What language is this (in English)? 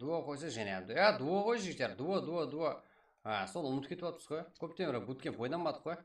Kara-Kalpak